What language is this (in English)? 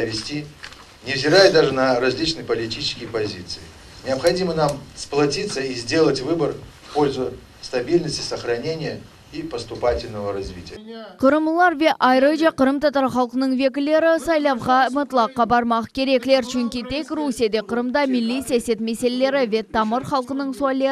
Crimean Tatar